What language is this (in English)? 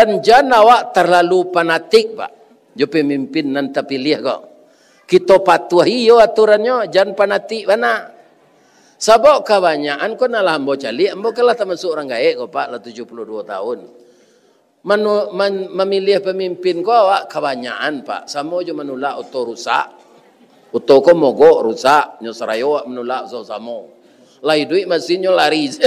Minangkabau